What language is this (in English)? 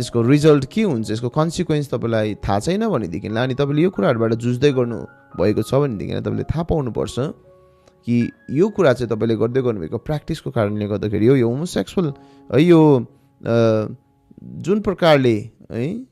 Nepali